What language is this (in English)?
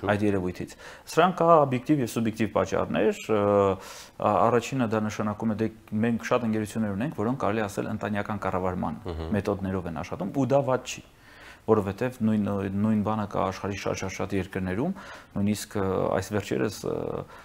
Armenian